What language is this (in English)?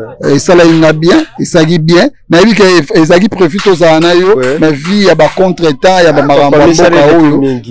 Lingala